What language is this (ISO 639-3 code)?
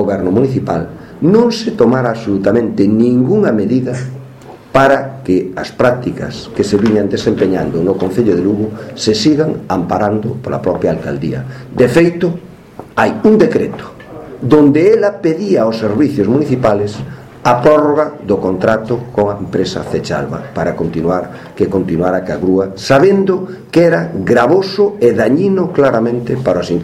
glg